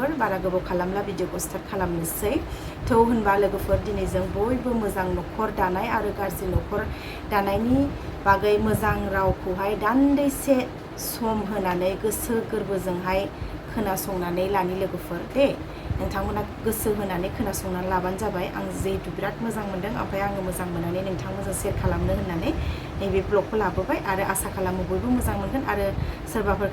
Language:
Bodo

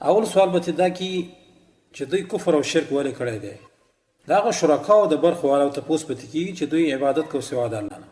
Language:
Pashto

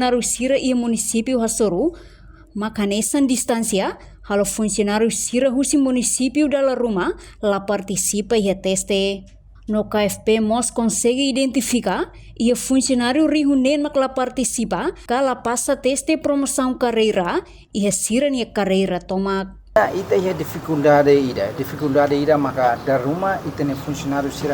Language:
Tetum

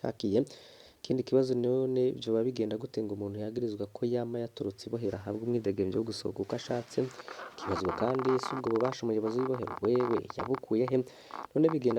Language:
Rundi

